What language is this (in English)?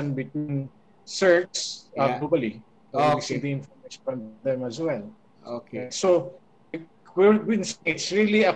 English